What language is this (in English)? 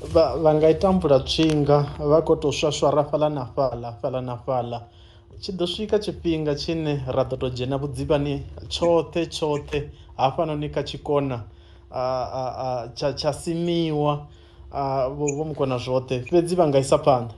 Venda